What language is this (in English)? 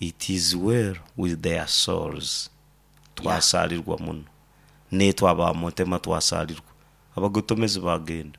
Nyankole